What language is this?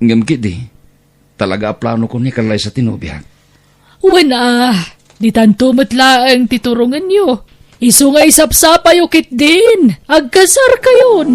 Iloko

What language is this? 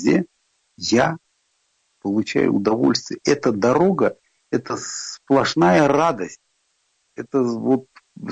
Russian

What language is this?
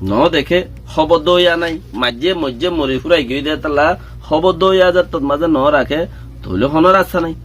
Rohingya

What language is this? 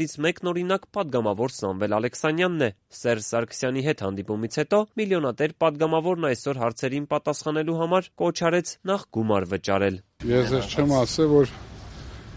Armenian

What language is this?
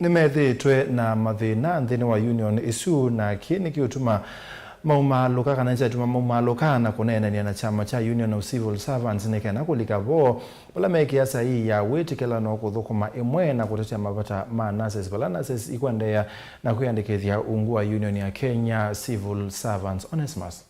Kamba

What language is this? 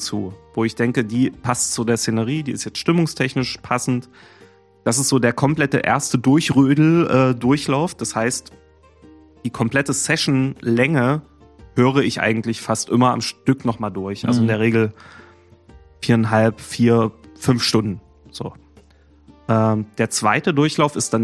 German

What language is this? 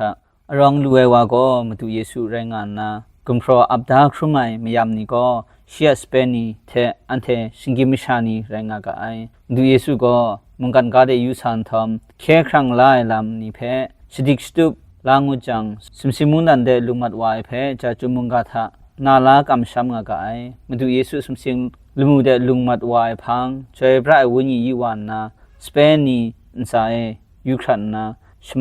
Kachin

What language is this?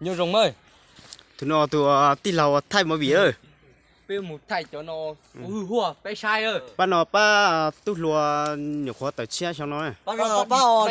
Hmong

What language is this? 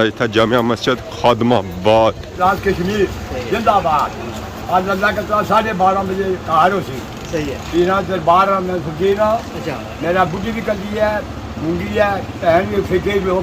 Pahari-Potwari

